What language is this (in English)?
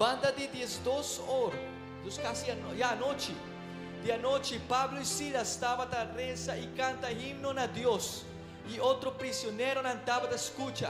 Papiamento